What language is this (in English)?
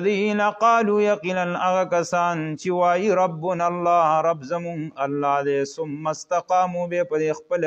Pashto